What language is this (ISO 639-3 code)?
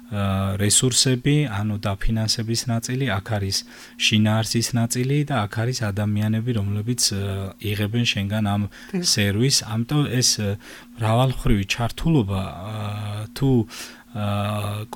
kat